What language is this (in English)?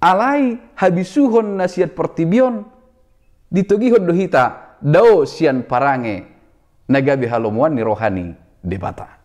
Batak Toba